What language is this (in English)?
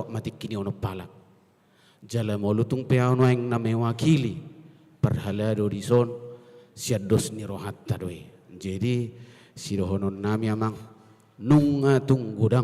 Batak Toba